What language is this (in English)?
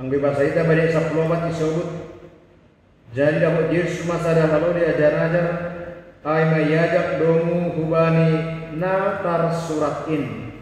Batak Simalungun